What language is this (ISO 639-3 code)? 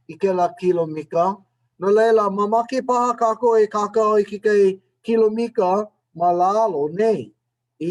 haw